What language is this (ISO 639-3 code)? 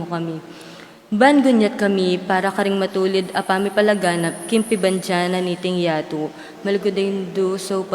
pam